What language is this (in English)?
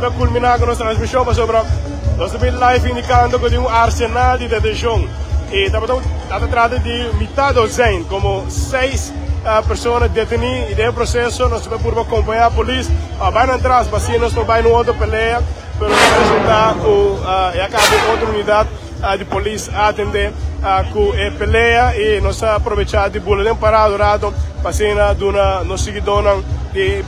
Papiamento